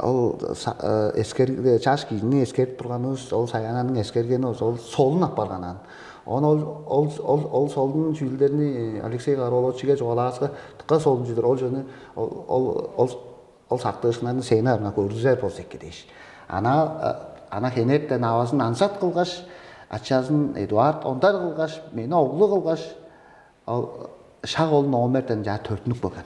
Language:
Tuvinian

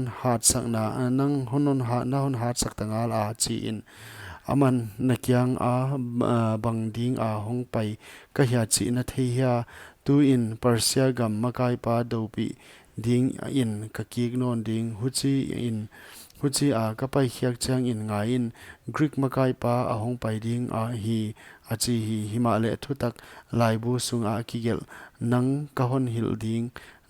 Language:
Paite Chin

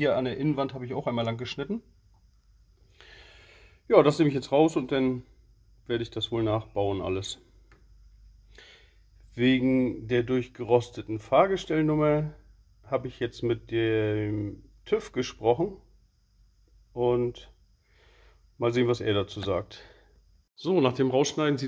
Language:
German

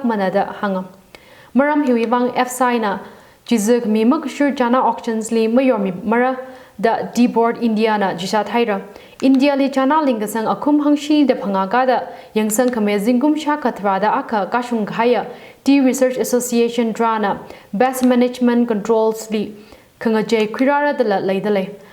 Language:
Tangkhul Naga (India)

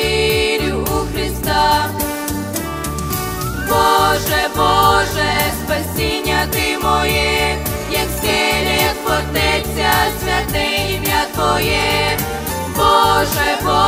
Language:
Ukrainian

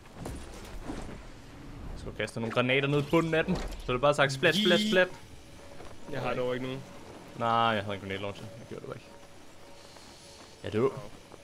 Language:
Danish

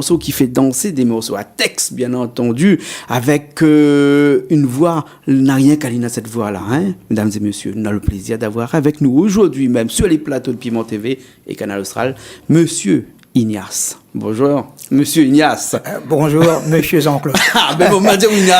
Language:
Réunion Creole French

